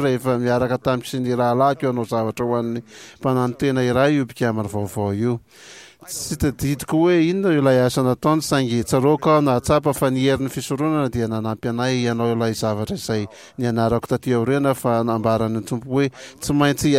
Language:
Malagasy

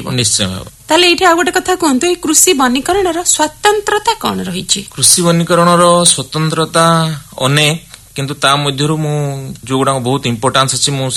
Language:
Odia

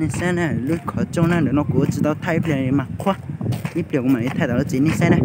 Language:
Hmong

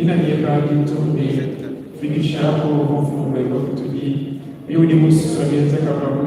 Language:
Luba-Lulua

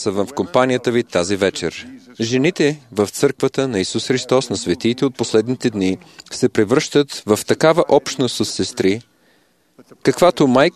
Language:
Bulgarian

